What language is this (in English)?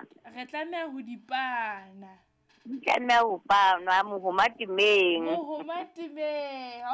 Southern Sotho